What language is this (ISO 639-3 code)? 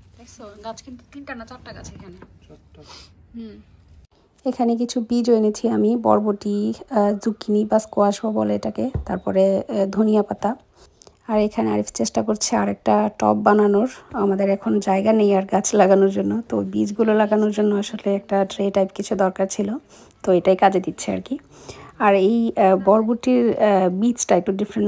ben